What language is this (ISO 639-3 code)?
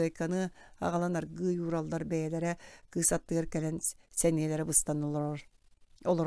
sah